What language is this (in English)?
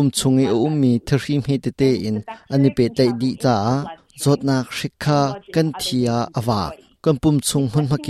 Hakha Chin